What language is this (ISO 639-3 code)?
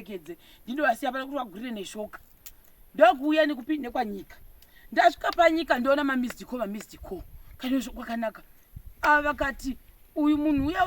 sna